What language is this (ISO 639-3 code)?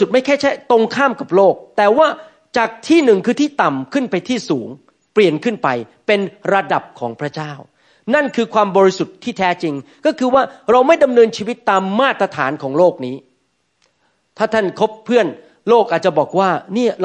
tha